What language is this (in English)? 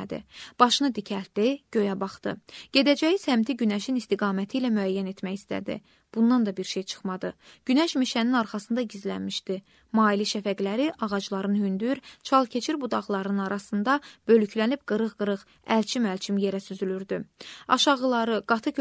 Azerbaijani